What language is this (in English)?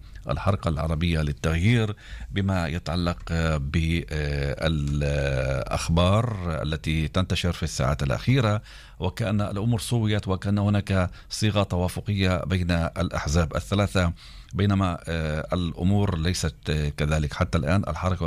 Arabic